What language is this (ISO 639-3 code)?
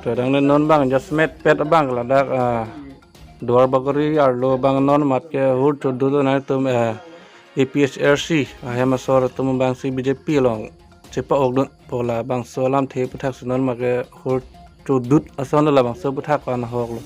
mjw